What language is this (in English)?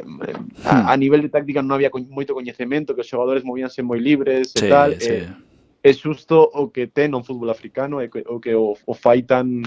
Galician